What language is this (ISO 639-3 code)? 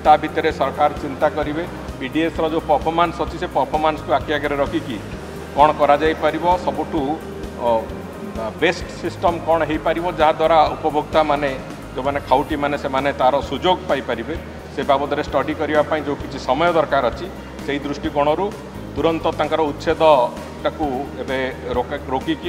ori